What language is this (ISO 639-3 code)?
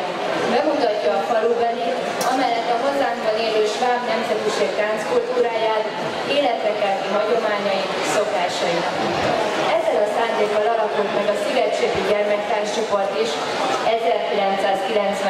hun